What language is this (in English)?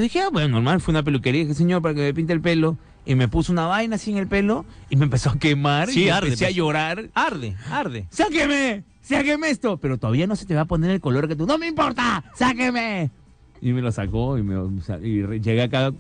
Spanish